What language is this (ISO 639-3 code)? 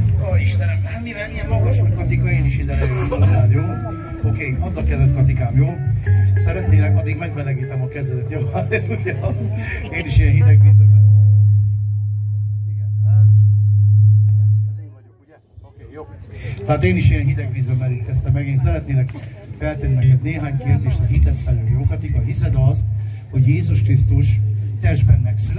hun